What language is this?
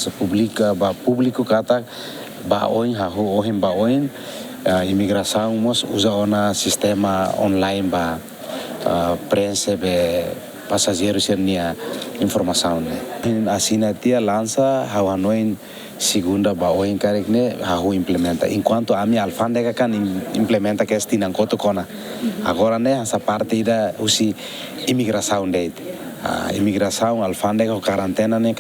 Tetum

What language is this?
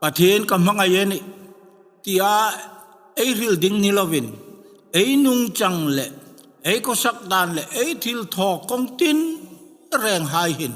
Hmar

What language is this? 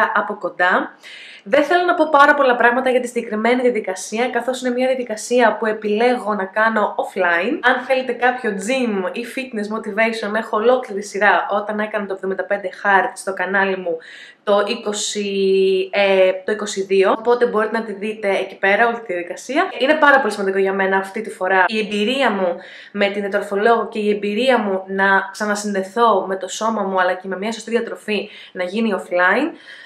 Greek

